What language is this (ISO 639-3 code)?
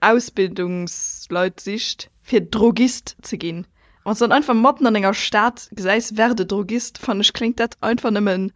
ltz